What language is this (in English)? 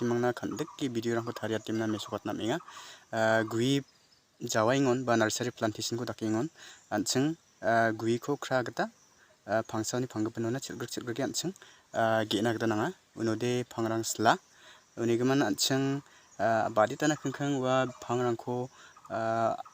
Garo